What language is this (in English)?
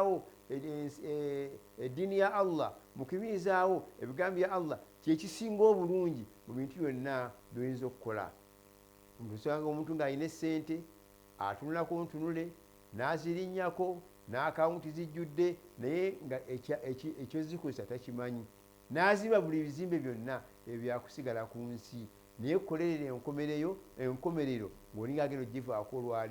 Ganda